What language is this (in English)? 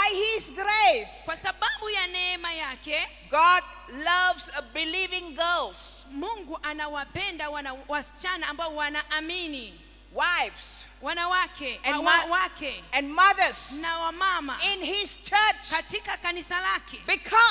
Swahili